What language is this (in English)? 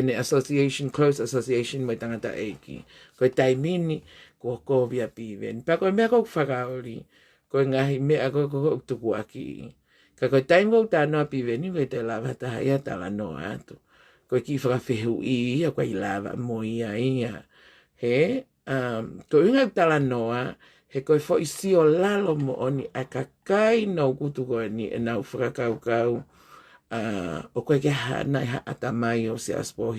Tongan